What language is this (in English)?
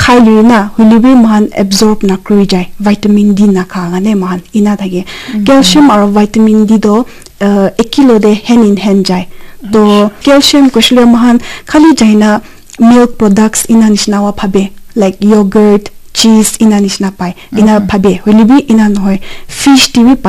Naga Pidgin